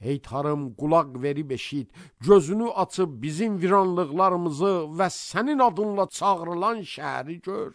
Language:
Azerbaijani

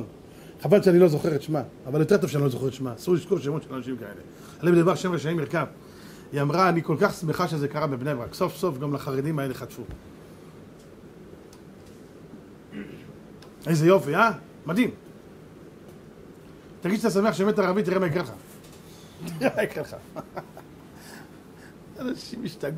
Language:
Hebrew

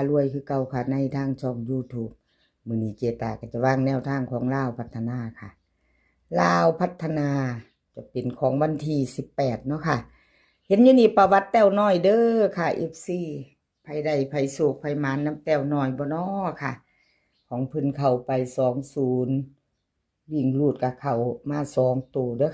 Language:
Northeastern Thai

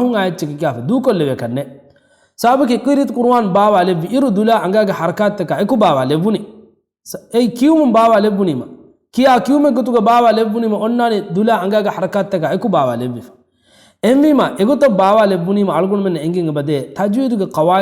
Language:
Divehi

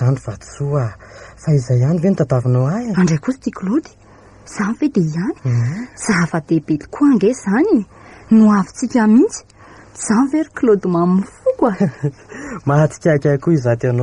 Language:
Malagasy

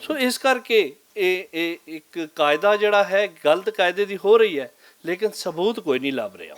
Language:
Western Panjabi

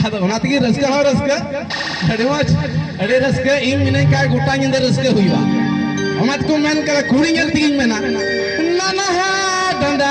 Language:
Santali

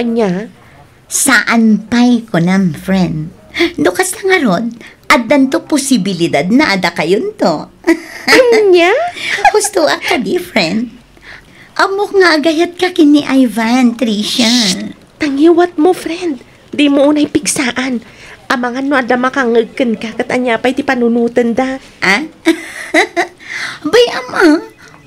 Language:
Iloko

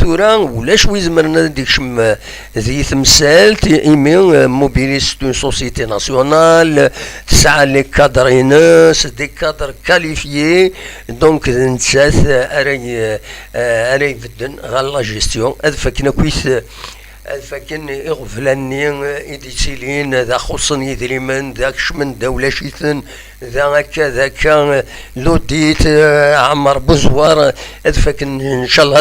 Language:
Kabyle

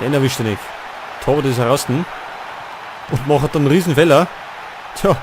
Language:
Bavarian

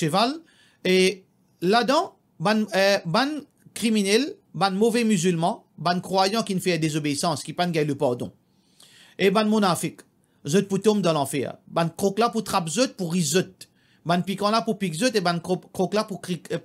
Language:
Morisyen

